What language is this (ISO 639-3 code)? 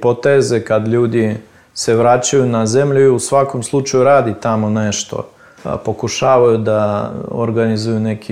srp